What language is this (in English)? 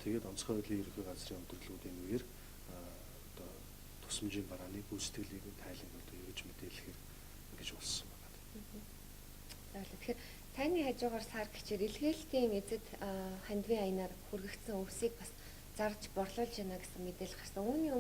Mongolian